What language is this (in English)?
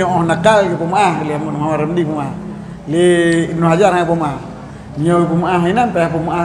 Achinese